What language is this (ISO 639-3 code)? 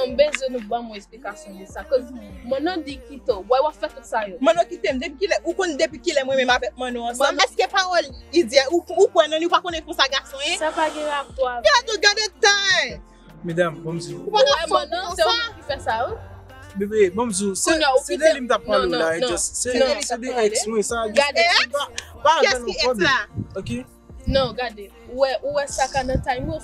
hat